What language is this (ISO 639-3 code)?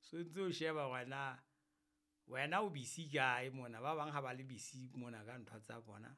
sot